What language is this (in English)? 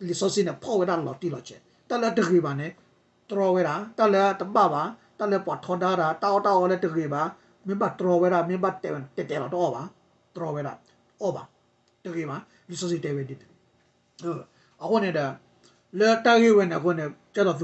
S'gaw Karen